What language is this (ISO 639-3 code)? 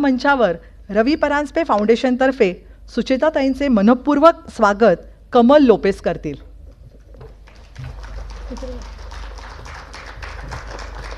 mar